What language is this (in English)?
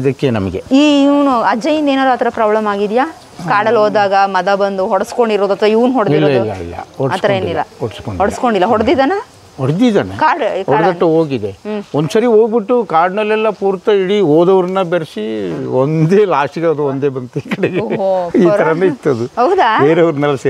Kannada